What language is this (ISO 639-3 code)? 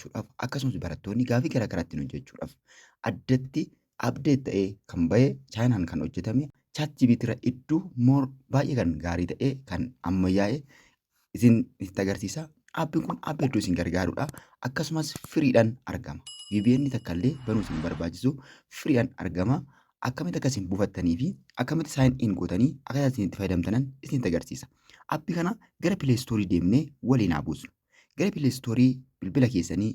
orm